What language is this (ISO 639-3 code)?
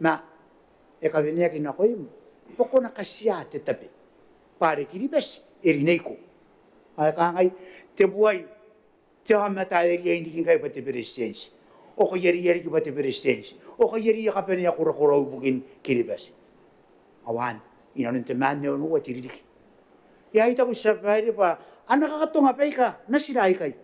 gil